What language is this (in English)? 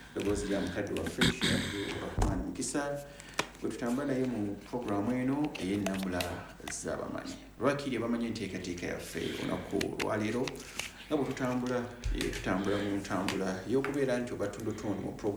Ganda